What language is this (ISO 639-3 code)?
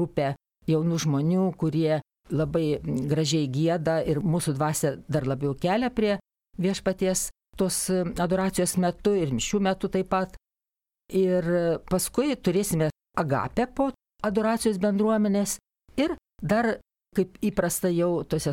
lit